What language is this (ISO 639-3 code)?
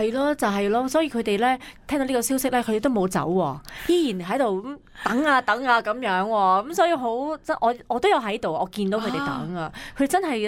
yue